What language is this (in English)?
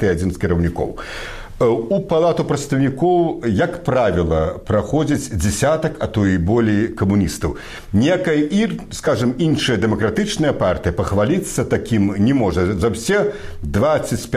Belarusian